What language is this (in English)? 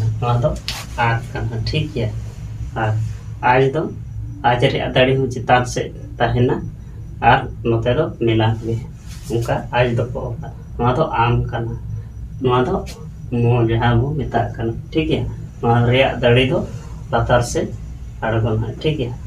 Santali